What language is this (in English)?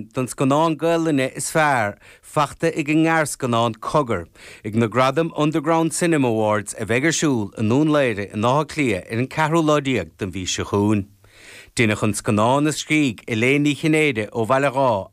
Irish